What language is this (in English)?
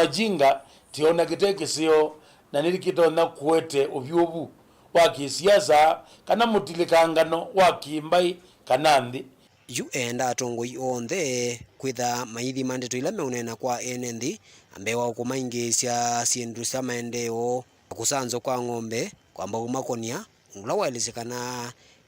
Kamba